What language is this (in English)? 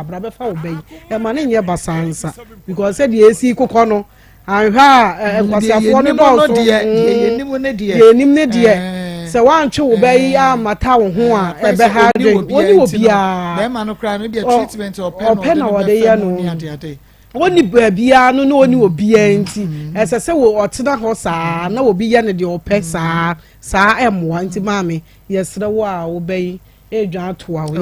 Akan